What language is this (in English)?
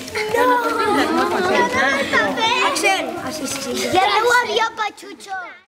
Catalan